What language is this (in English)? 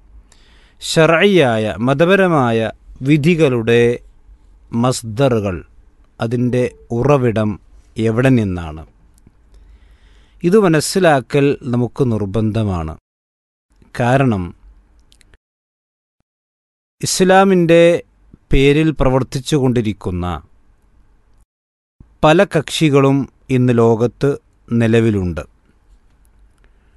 Malayalam